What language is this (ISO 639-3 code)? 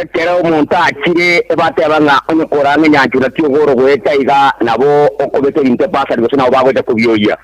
guz